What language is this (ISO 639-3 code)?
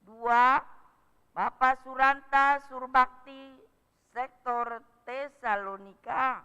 btx